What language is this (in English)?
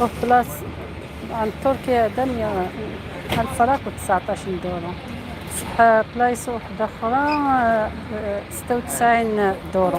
Algerian Arabic